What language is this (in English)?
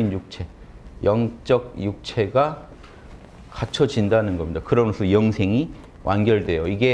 Korean